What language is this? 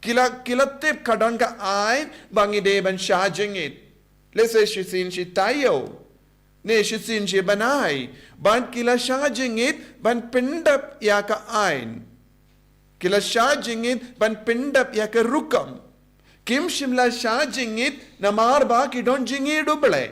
Khasi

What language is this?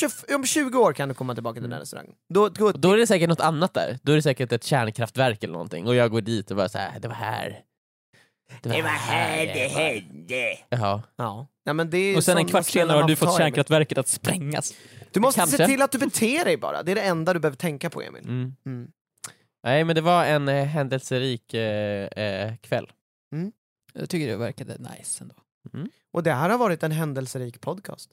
Swedish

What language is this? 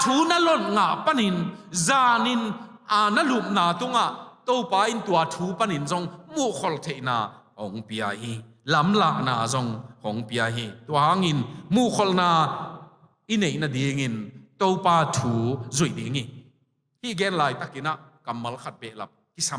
Tedim Chin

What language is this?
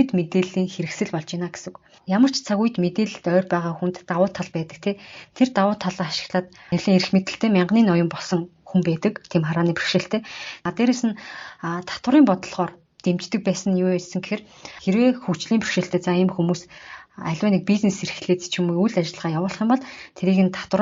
Mongolian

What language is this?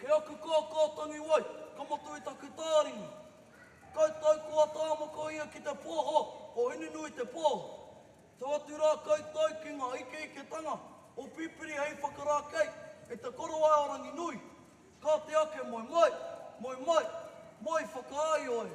Māori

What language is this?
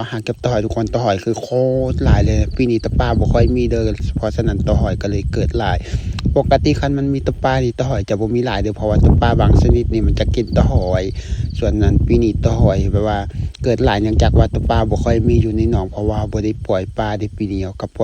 Lao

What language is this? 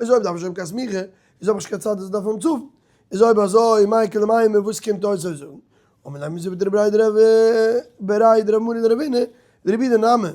Yiddish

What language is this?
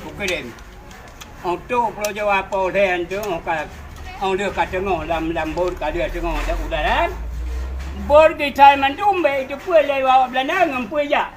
Achinese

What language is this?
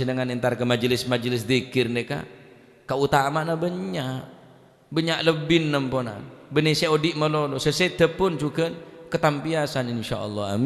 Madurese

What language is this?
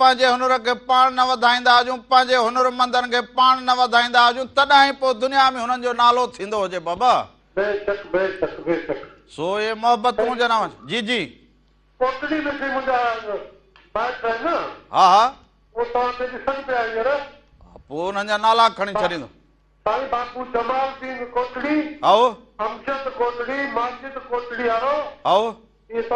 Sindhi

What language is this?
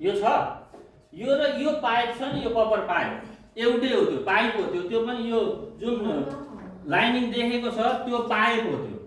Nepali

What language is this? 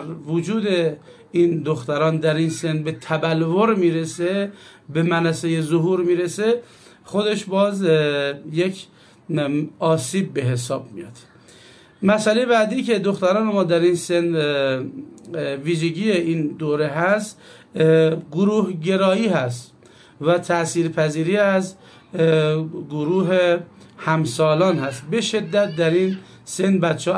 Persian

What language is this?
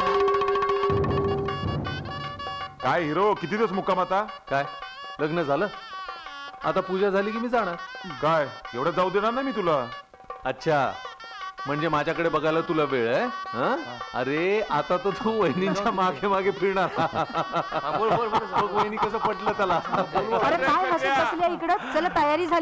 Marathi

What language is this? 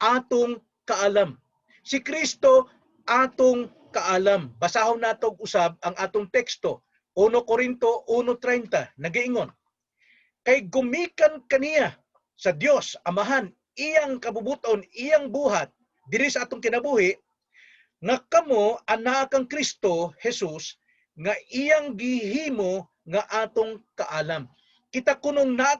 Cebuano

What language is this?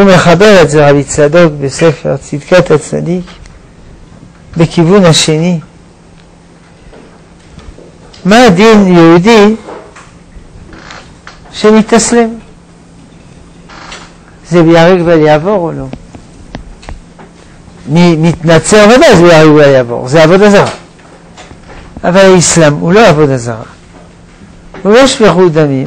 Hebrew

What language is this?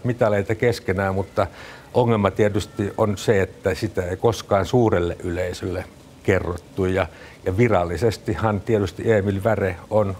Finnish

